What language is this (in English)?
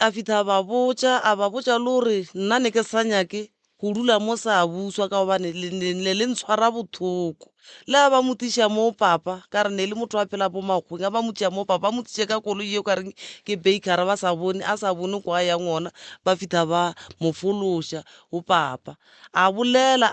Northern Sotho